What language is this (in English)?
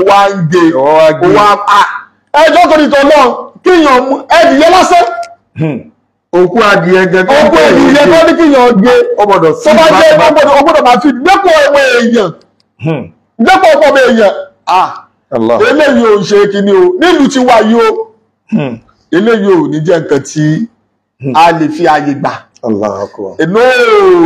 Yoruba